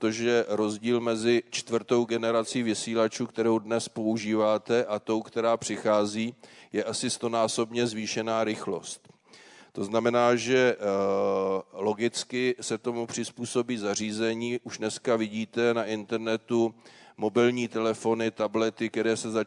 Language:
Czech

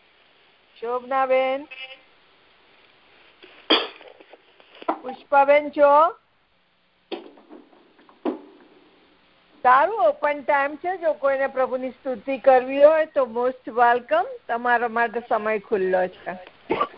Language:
Gujarati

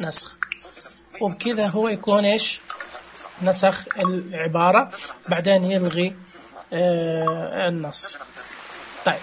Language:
Najdi Arabic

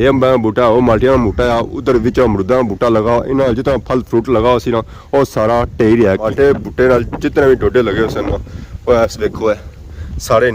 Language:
Pahari-Potwari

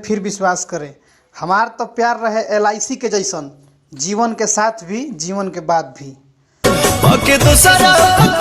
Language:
Bhojpuri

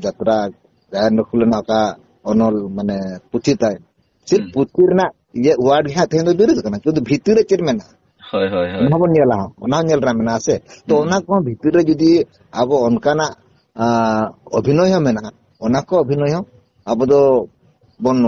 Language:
Santali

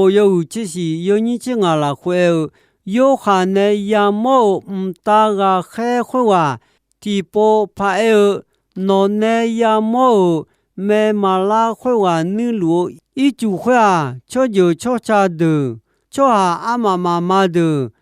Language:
Akha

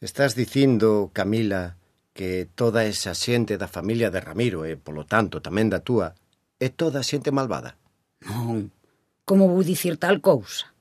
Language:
Galician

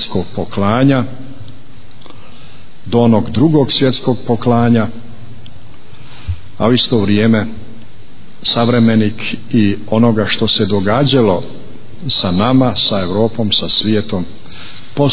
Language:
Bosnian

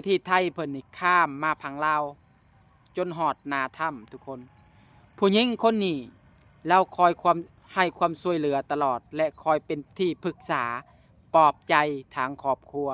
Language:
Lao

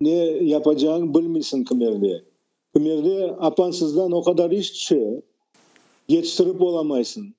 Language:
Crimean Tatar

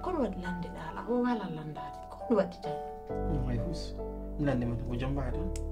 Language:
Pular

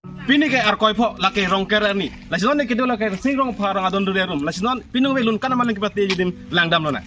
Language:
Karbi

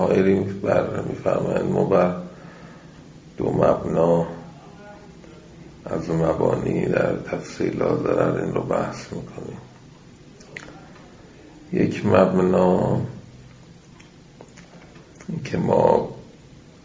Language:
Persian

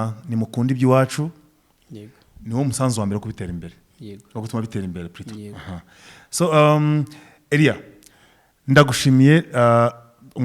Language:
Kinyarwanda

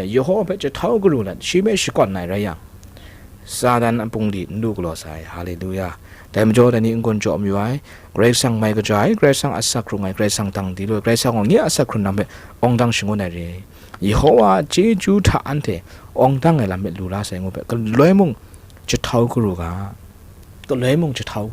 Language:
Kachin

